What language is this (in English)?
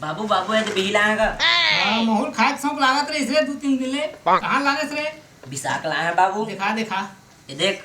Chhattisgarhi